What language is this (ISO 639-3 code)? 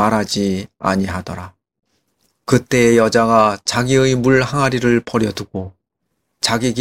kor